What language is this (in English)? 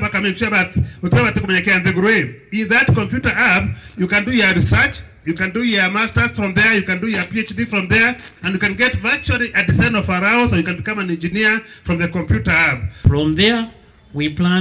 Meru